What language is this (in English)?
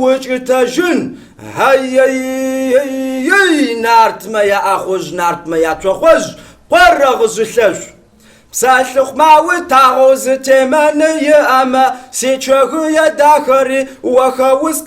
Kabardian